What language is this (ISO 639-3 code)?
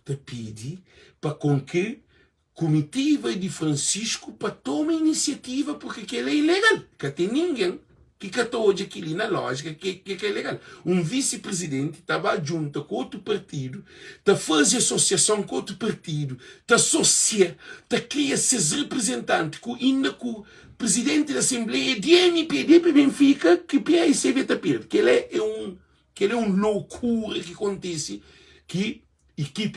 kea